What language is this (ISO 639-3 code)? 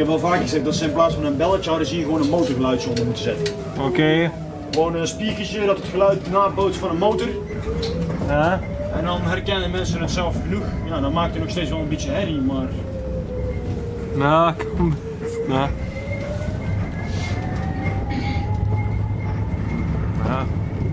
nld